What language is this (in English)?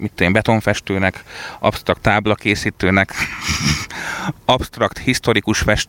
Hungarian